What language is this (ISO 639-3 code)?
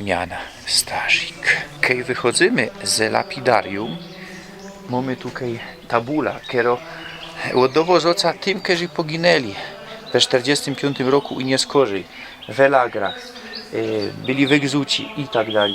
szl